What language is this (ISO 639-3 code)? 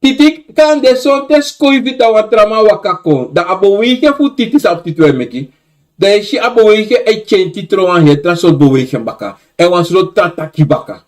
srn